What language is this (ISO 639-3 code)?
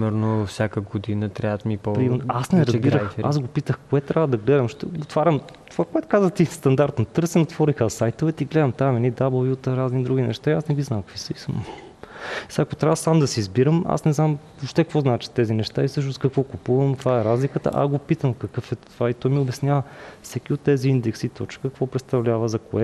bul